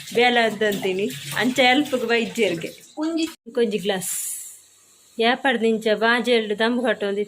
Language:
Tulu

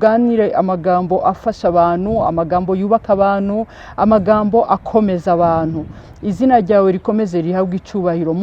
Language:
Kinyarwanda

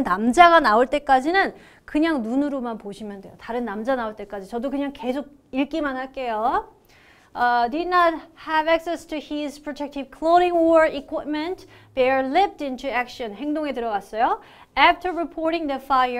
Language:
Korean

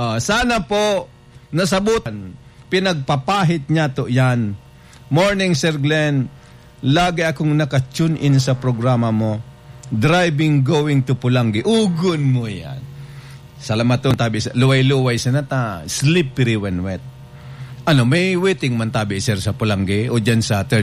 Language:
Bikol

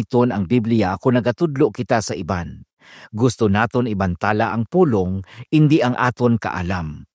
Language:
Hiligaynon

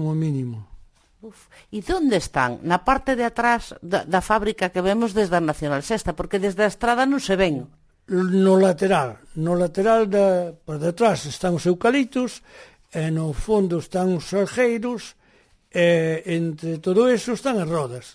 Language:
Galician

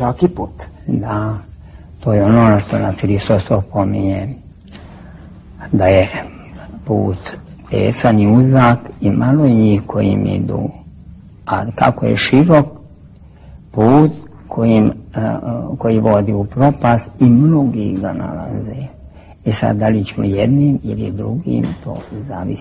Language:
Serbian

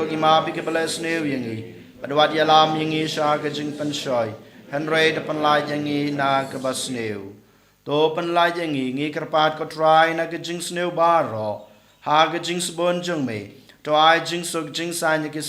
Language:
Khasi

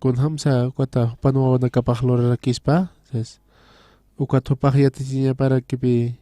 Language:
Aymara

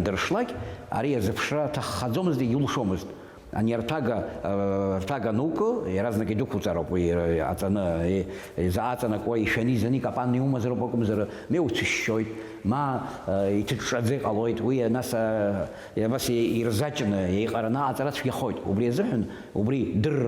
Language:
Abkhazian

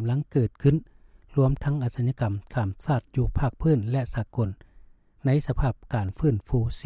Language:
Lao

